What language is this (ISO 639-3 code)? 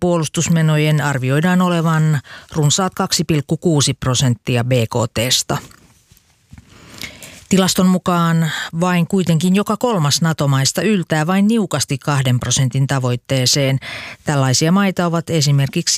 fin